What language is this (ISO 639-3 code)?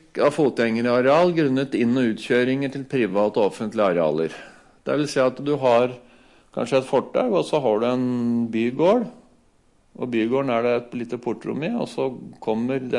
nor